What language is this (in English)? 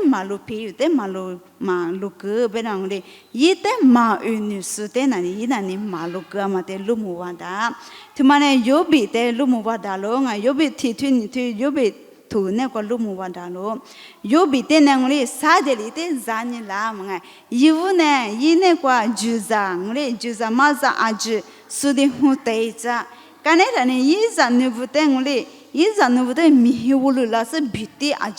Lisu